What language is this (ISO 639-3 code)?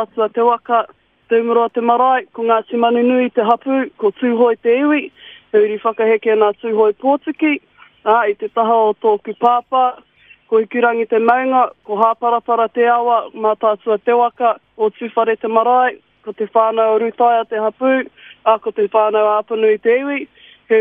mri